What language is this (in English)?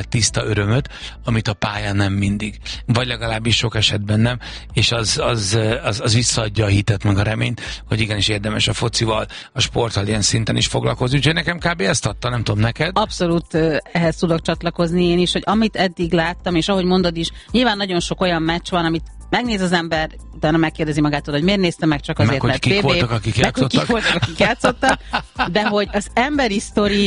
Hungarian